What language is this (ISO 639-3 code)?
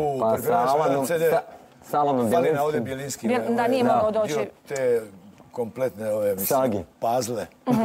hrv